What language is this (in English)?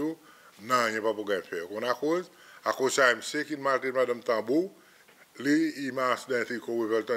Seselwa Creole French